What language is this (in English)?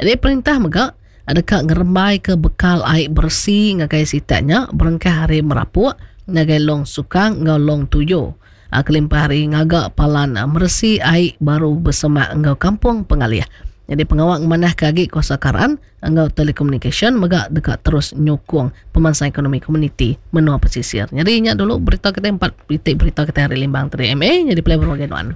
Iban